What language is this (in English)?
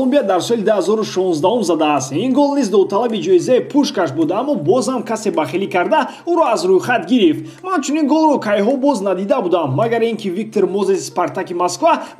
Tajik